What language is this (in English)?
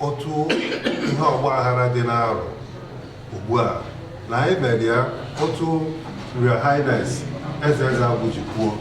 Igbo